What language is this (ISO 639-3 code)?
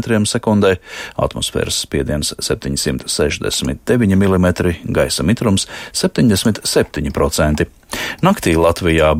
lav